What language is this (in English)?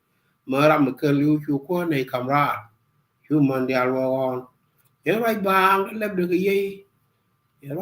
Nuer